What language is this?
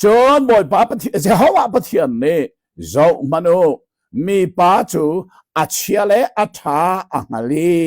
Hakha Chin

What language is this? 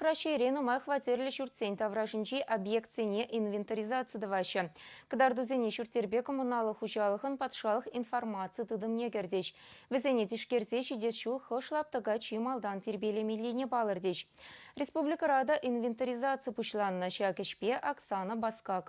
Chuvash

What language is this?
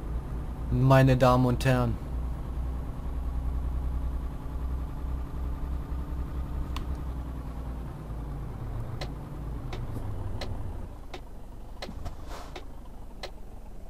German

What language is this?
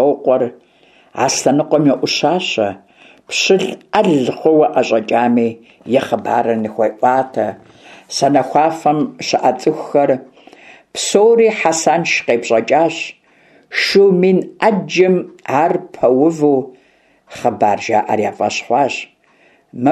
Kabardian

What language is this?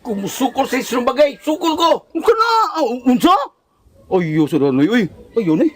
Cebuano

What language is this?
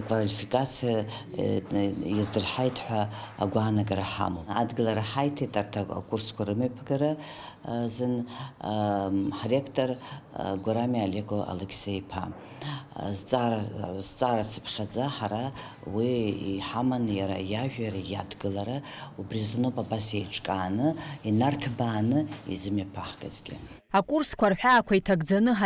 Abkhazian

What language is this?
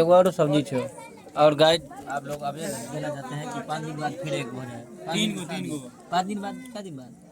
Maithili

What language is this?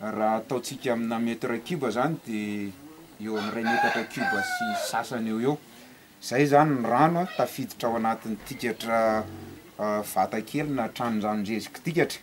Malagasy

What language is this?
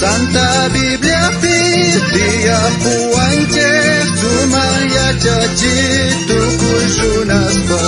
South Bolivian Quechua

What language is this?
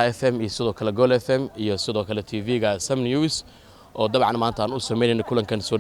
Somali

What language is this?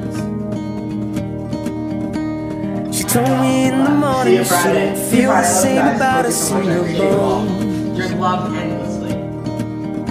English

